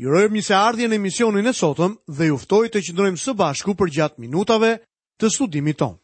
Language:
Albanian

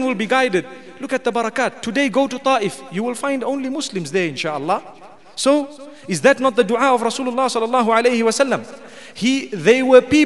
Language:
English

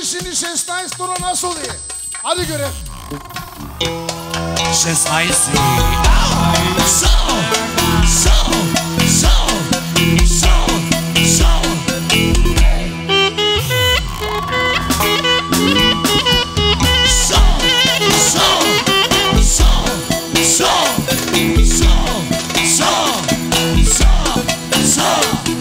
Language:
Turkish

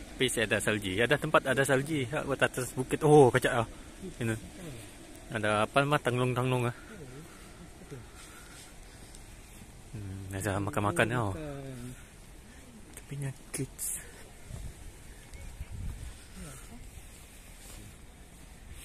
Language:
Malay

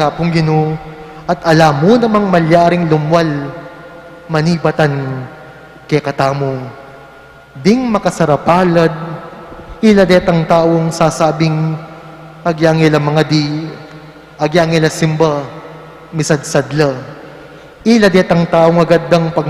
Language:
Pampanga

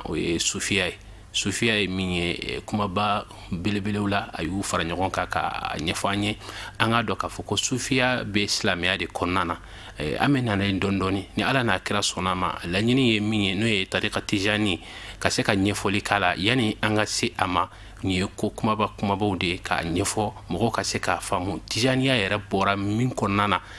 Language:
Bambara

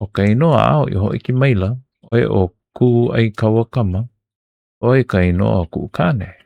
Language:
Hawaiian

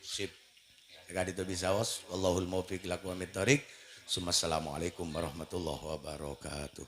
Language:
Madurese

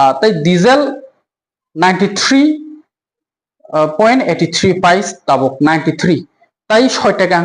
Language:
Kok Borok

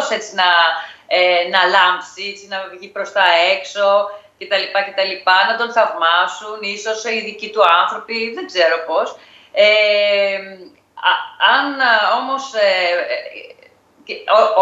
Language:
Greek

